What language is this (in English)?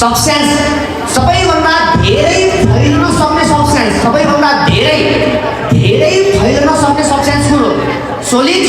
Nepali